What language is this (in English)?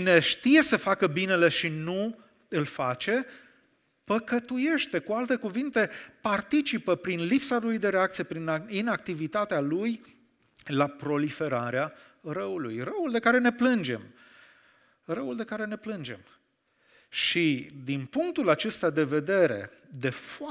Romanian